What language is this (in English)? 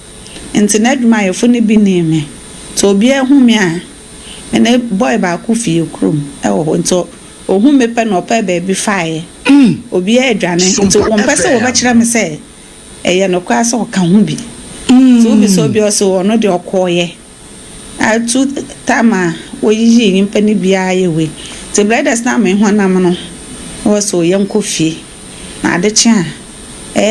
Akan